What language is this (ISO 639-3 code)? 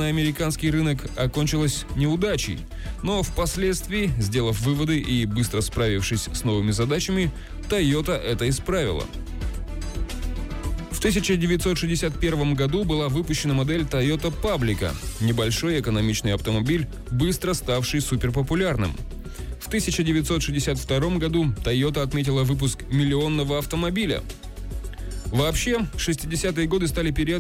rus